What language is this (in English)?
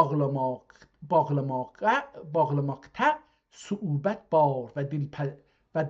South Azerbaijani